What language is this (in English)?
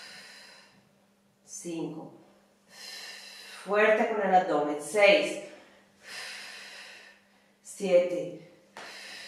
Italian